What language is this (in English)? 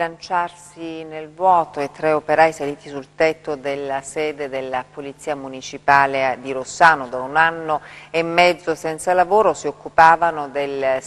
Italian